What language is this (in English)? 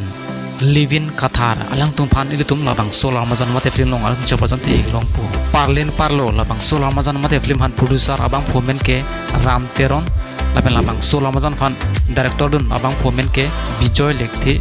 Karbi